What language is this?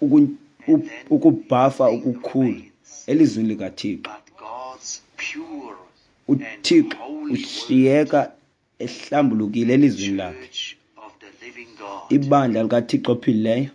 Xhosa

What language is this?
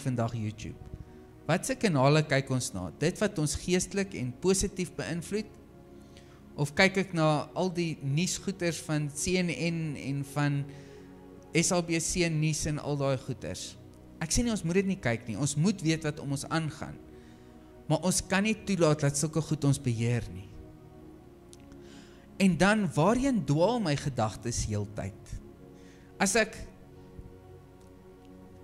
Afrikaans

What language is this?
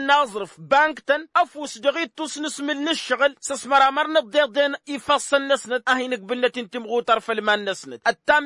Tamasheq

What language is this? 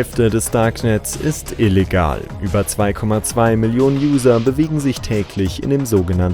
German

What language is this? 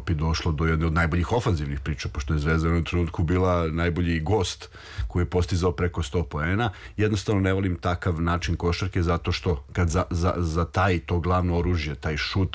Serbian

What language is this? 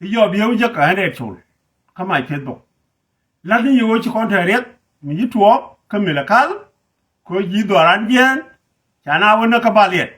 Nuer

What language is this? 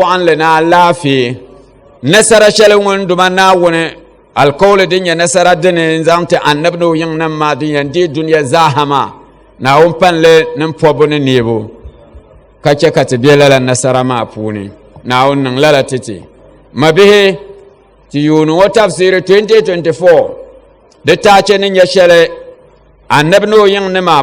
Dagbani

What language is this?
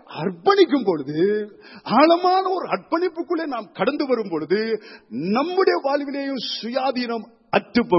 Tamil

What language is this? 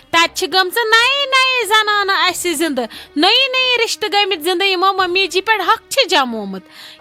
Kashmiri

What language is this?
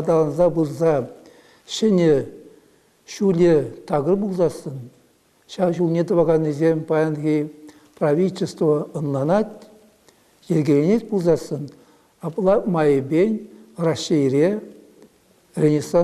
Chuvash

